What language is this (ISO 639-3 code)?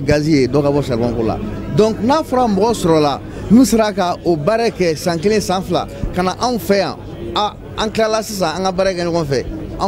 bam